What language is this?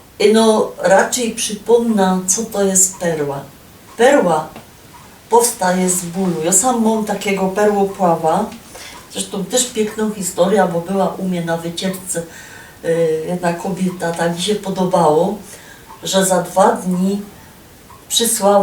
Silesian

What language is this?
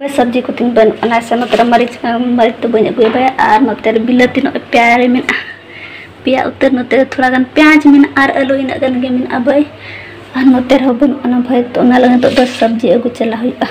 Santali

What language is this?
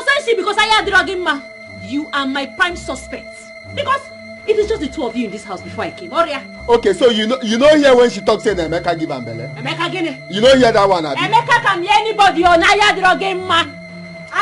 Nigerian Pidgin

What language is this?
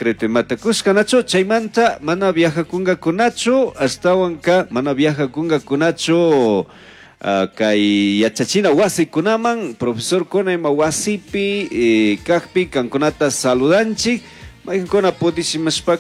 Chimborazo Highland Quichua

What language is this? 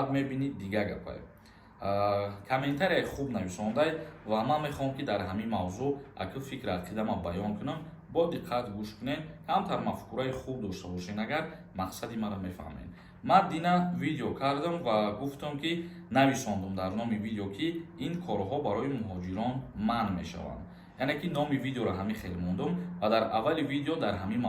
Tajik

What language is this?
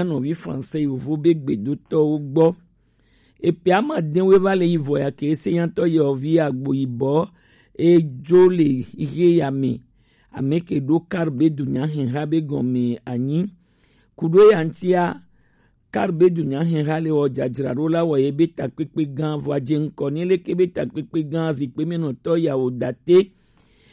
Gen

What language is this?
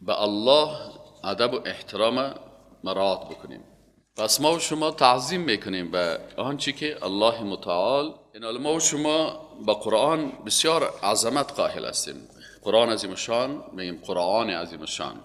Persian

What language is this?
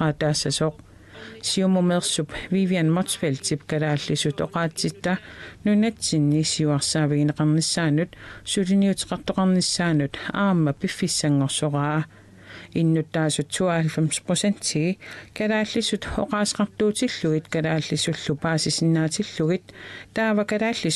Kalaallisut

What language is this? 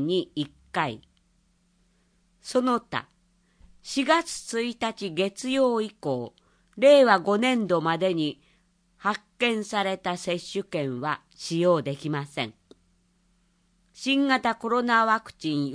Japanese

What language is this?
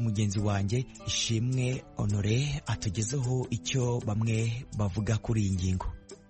Kinyarwanda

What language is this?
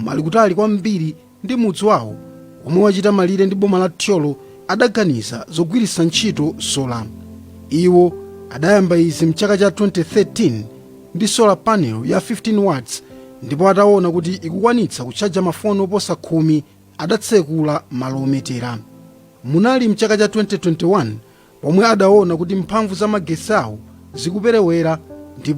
Nyanja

